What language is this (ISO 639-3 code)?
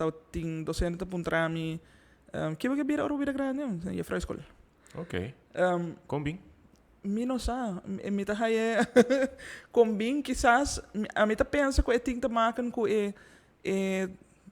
pap